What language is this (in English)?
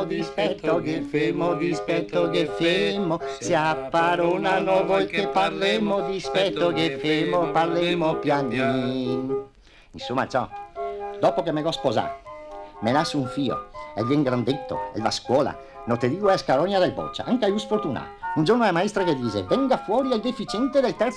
Venetian